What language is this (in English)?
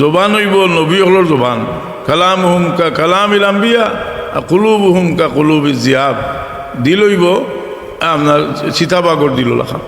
Sylheti